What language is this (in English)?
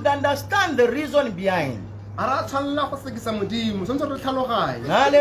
Tswana